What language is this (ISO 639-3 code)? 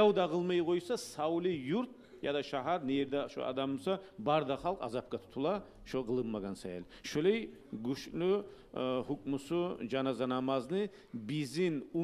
kum